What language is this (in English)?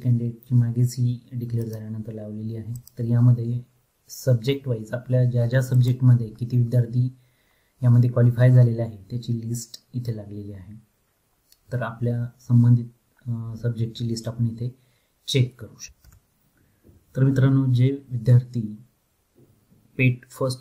Marathi